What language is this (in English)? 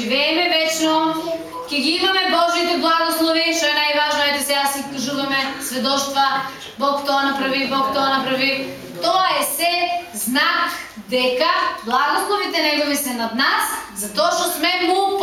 Macedonian